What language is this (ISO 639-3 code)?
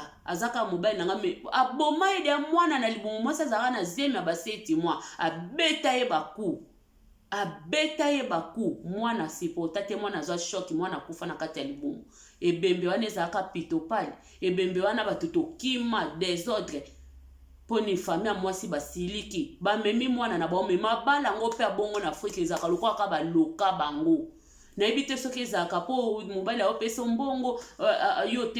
lin